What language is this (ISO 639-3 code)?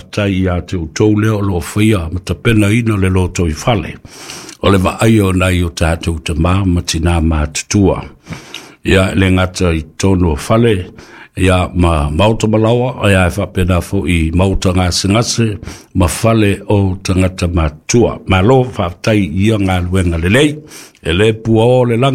smo